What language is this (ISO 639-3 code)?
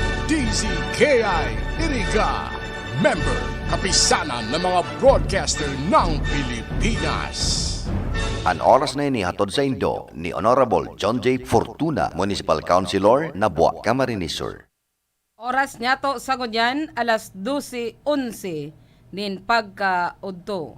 bik